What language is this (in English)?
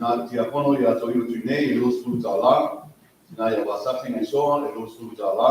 Samoan